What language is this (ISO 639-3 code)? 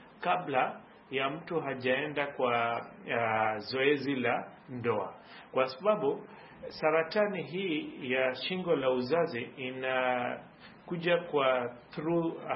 swa